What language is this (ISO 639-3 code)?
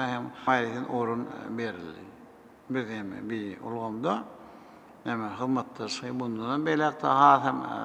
tuk